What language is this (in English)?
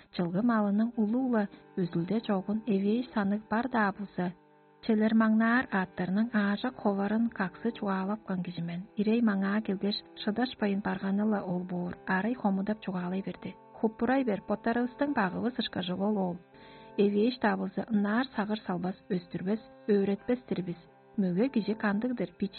Tuvinian